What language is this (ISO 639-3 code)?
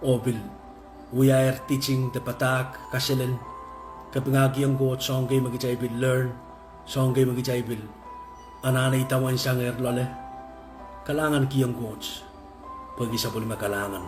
pon